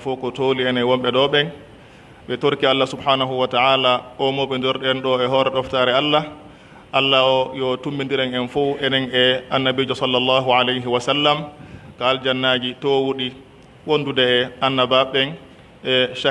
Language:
Pular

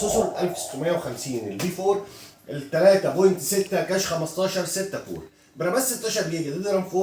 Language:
Egyptian Arabic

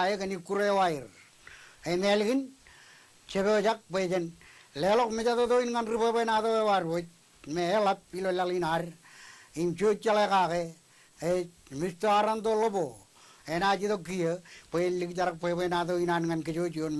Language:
Marshallese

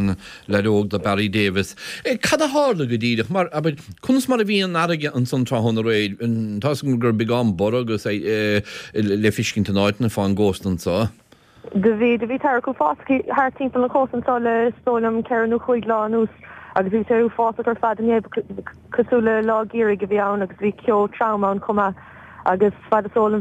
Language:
Irish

